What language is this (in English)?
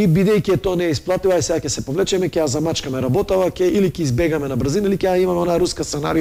Macedonian